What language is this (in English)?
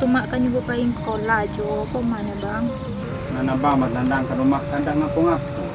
Minangkabau